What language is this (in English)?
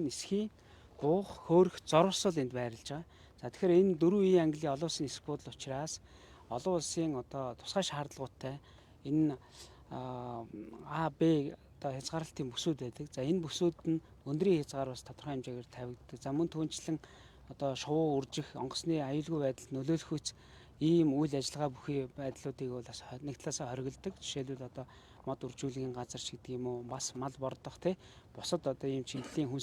Mongolian